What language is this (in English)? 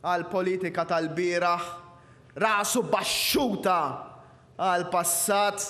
Maltese